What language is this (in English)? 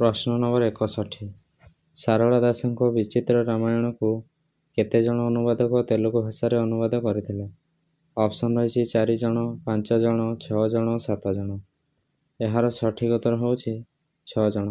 Odia